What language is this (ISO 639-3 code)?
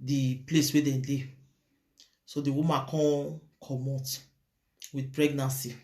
pcm